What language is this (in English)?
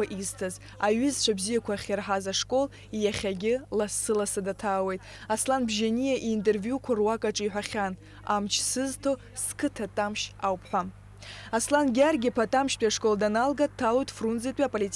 Abkhazian